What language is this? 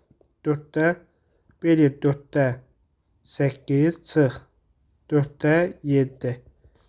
Azerbaijani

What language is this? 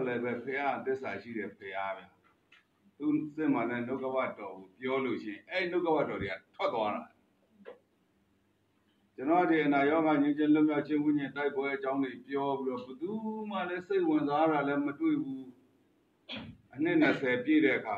Burmese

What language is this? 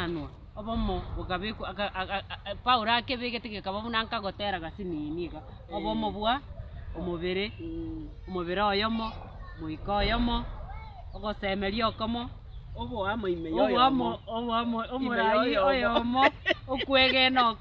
Gusii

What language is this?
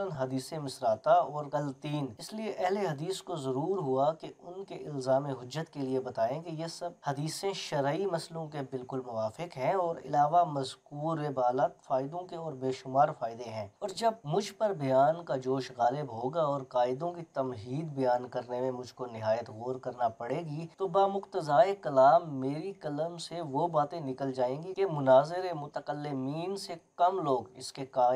Urdu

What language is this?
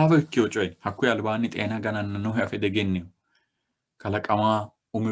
Sidamo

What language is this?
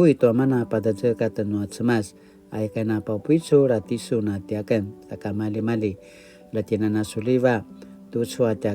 Paiwan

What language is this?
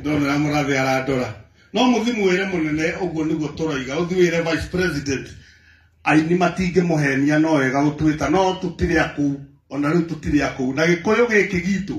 Kikuyu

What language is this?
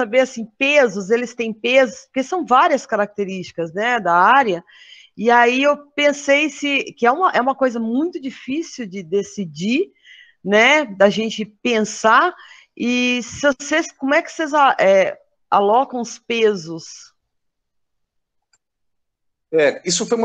Portuguese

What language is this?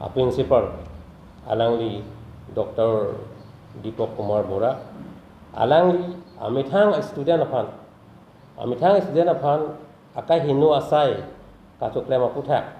Karbi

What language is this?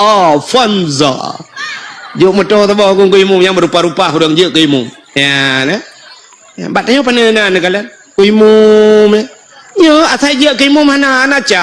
Achinese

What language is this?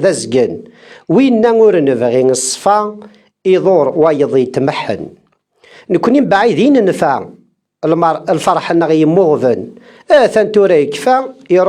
Kabyle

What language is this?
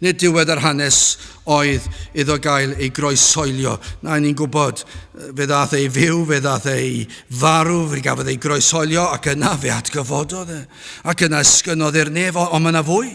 Welsh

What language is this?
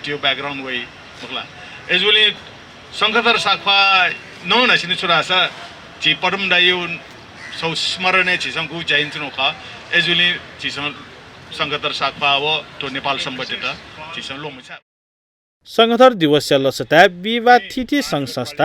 Newari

